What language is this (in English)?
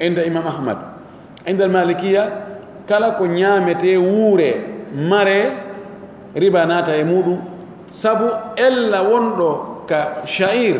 Pular